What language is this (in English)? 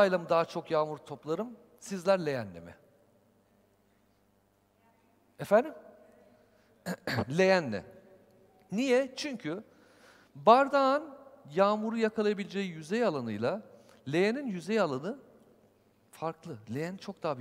Turkish